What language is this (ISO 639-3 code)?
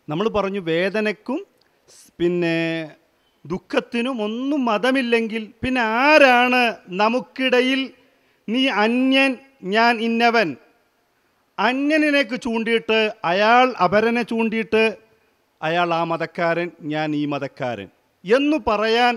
mal